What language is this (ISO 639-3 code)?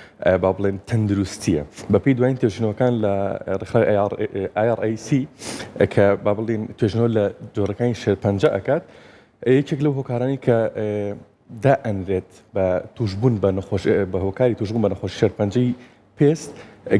ckb